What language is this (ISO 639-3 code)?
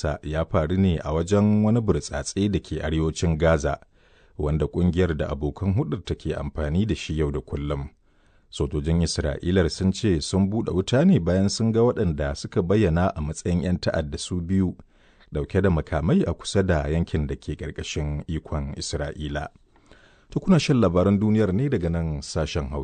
hau